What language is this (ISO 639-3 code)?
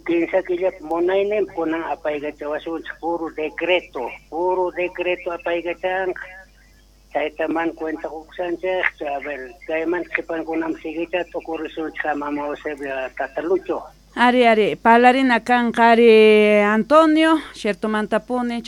que